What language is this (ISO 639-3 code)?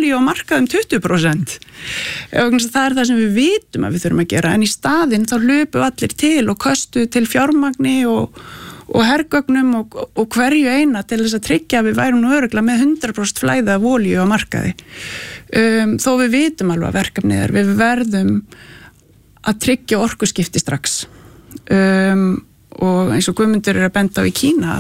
isl